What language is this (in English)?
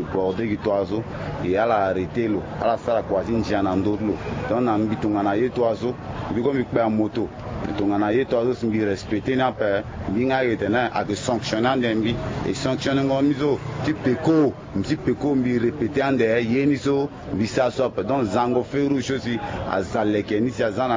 Sango